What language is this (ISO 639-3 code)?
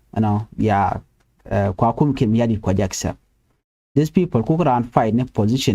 nus